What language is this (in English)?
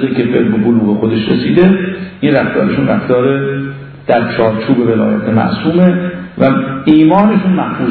Persian